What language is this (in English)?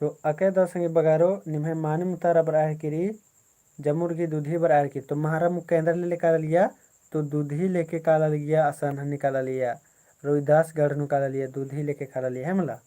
Kurukh